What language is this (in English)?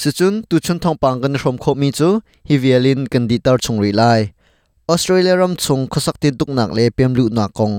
Hakha Chin